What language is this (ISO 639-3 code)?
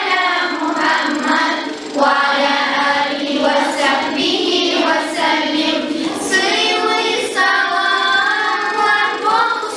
kum